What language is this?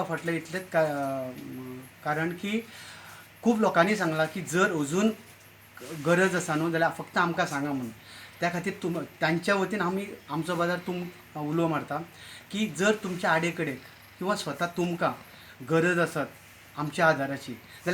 Konkani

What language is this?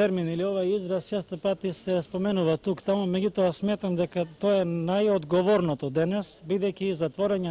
Macedonian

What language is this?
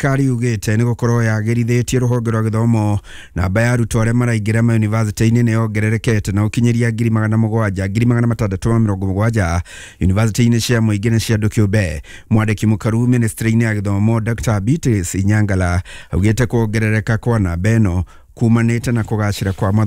Kikuyu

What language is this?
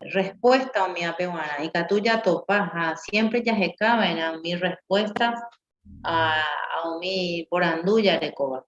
Guarani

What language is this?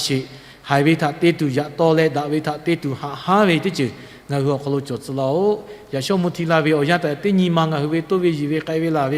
Lahu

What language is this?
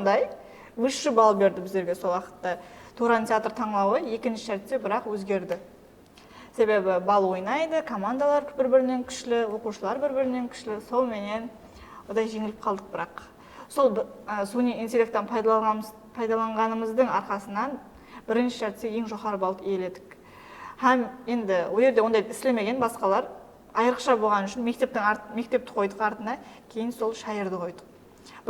Kara-Kalpak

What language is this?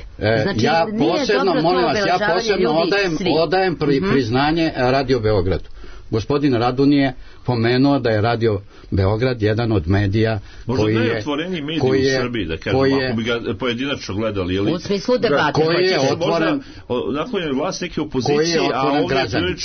Serbian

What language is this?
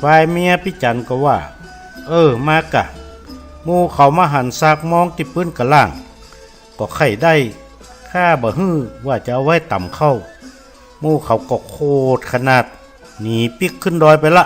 Northern Thai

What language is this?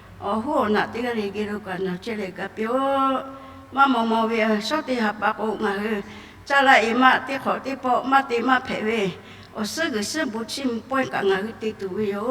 Lahu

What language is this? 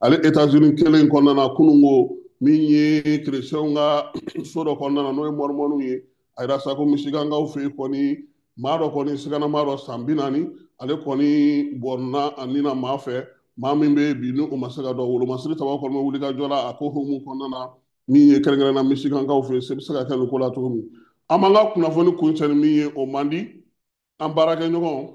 Bambara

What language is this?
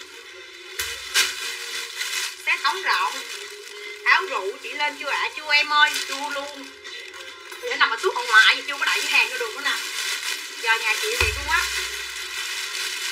Vietnamese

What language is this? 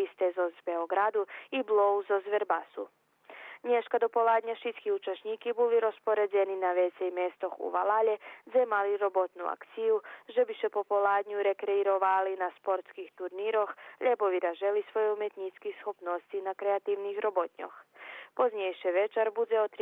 Rusyn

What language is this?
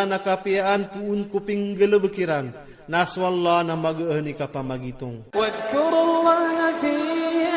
Iranun (Philippines)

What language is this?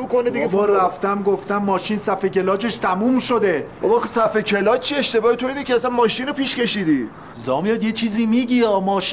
Persian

